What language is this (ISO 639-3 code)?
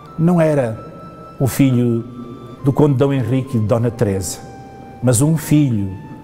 por